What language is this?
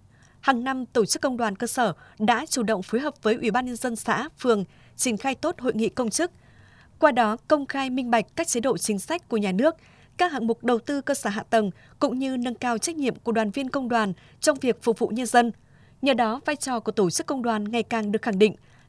Vietnamese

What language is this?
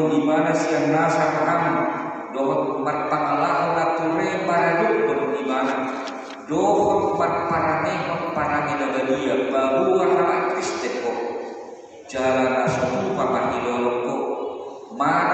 Batak Toba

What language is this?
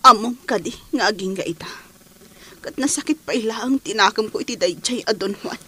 Iloko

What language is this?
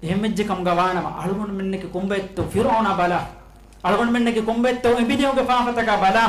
Divehi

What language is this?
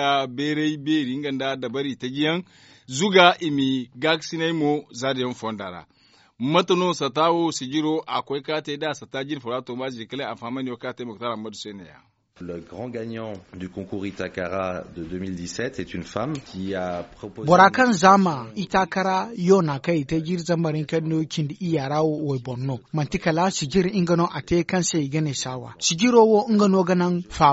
Zarma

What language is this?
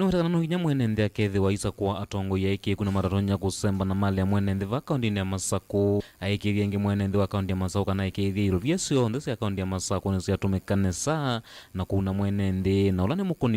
Kamba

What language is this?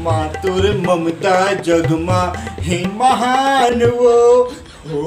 Chhattisgarhi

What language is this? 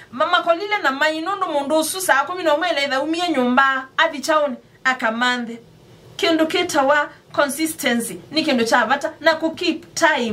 Kamba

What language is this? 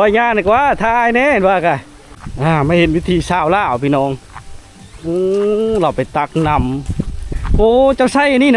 Lao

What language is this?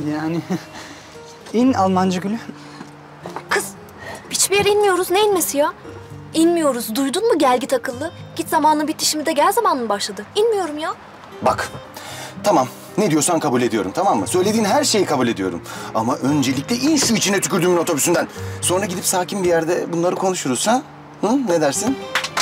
Turkish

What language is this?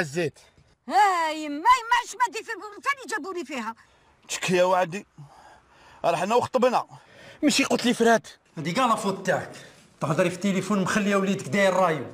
Algerian Arabic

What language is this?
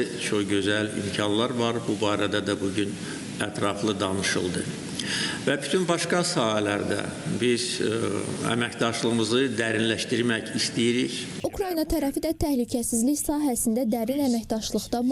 Azerbaijani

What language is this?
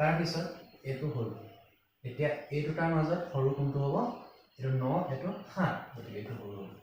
Assamese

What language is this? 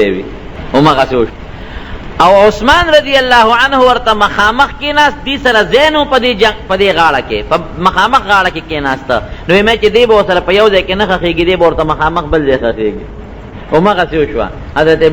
Pashto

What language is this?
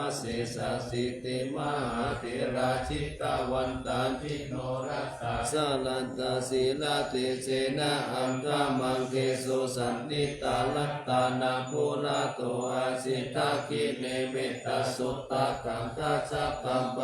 Pali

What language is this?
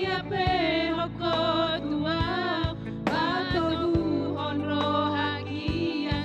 Batak Toba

